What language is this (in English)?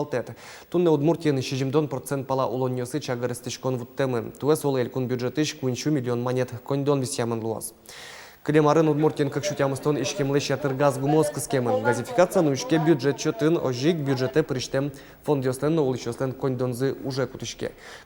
Udmurt